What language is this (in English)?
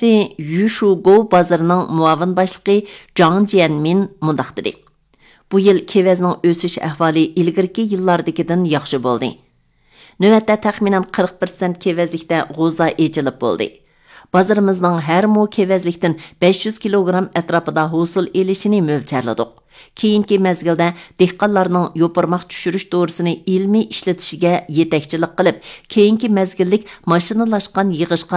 Uyghur